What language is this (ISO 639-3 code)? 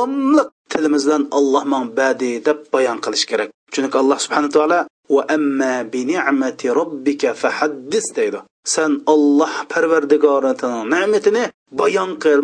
uig